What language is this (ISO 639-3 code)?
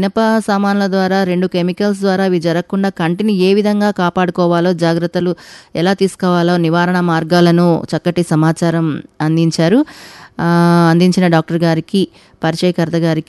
tel